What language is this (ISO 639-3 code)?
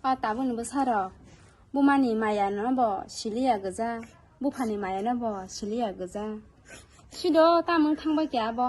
trp